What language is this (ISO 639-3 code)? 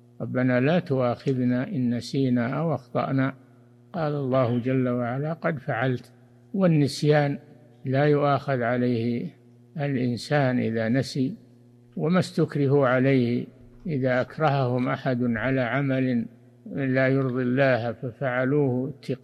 ara